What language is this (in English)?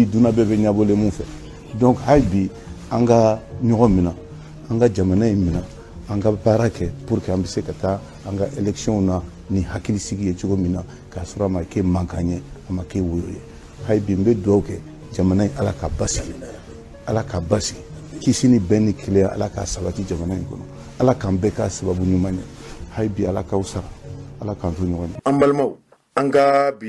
Bambara